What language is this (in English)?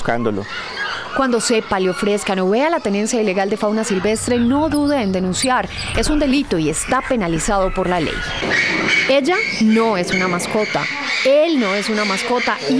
Spanish